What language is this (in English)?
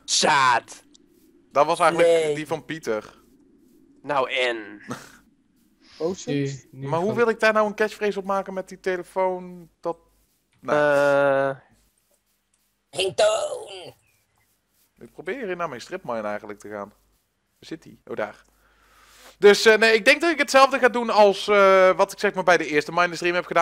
Dutch